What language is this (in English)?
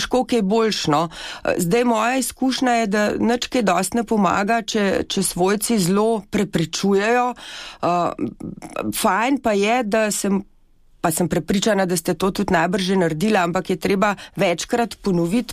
Slovenian